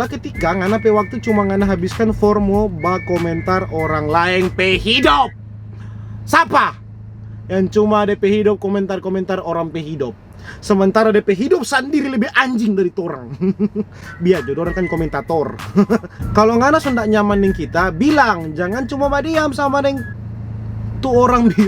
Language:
Manado Malay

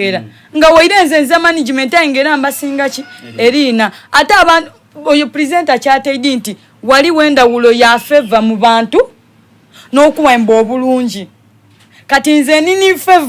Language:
Soga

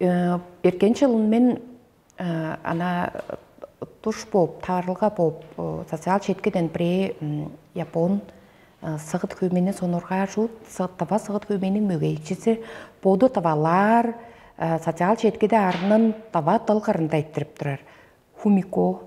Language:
Tuvinian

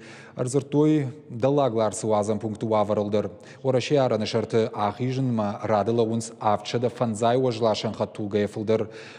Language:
Ossetic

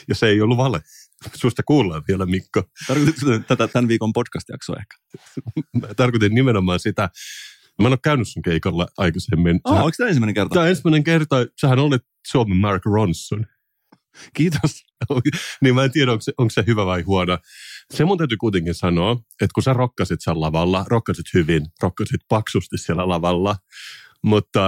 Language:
Finnish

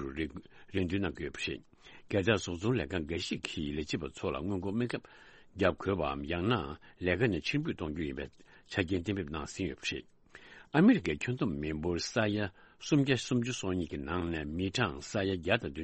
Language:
Tibetan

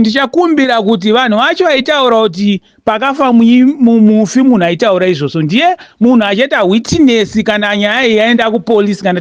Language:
Shona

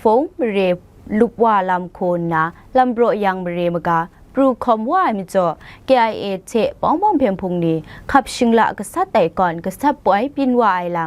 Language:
Kachin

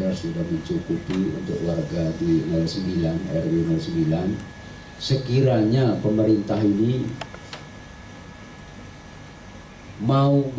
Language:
Indonesian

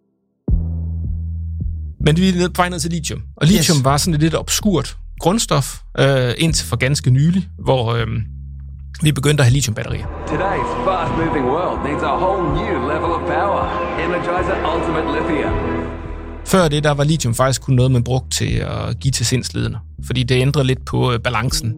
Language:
Danish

